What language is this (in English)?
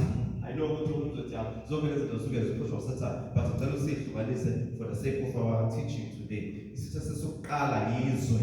Zulu